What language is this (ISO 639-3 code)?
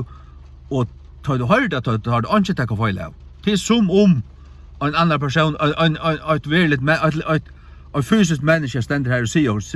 fao